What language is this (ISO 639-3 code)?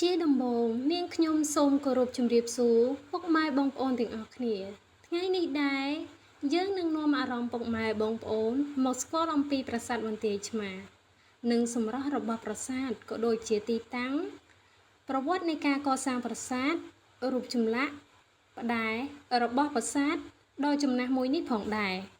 khm